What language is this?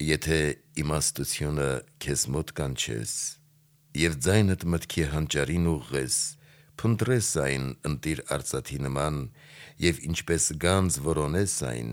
Armenian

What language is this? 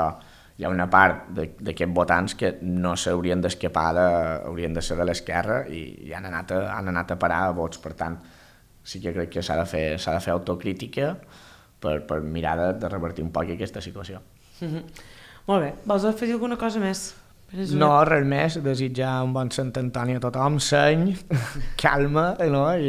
Catalan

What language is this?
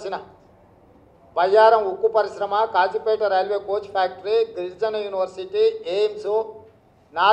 Telugu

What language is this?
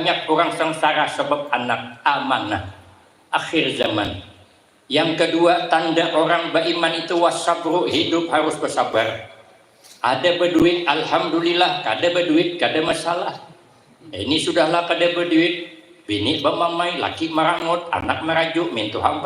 Banjar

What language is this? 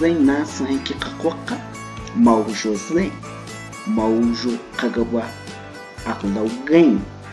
Cogui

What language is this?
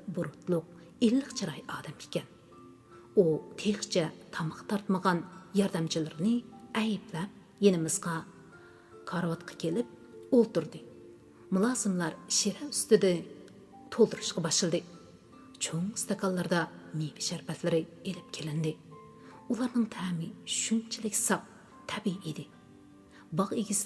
Uyghur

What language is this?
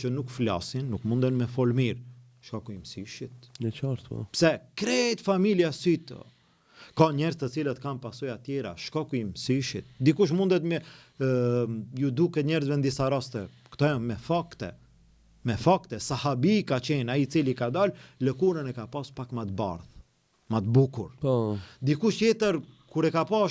Albanian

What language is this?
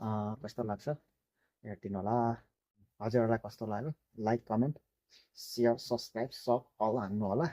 Nepali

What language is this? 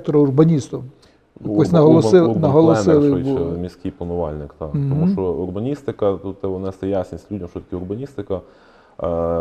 Ukrainian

